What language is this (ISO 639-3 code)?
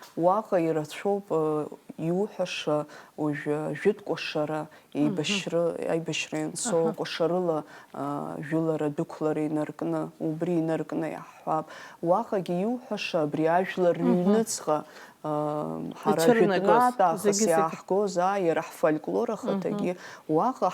abk